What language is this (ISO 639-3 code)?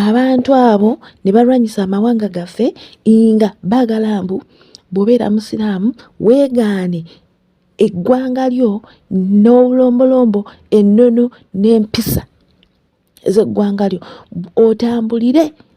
lug